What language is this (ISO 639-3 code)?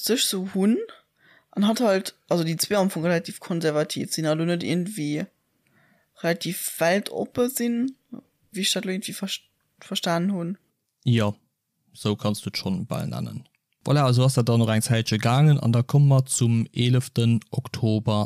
ltz